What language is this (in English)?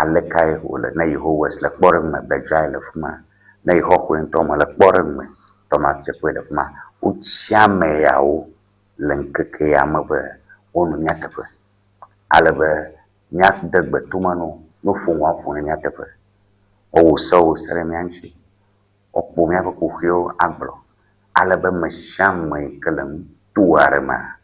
Ewe